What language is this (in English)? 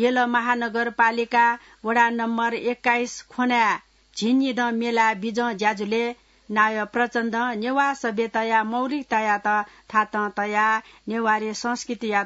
Newari